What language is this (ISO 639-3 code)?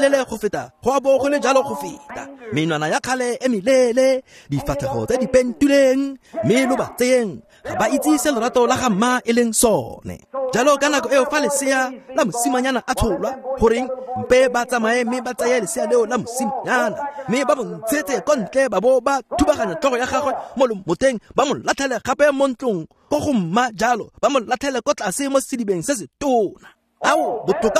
tsn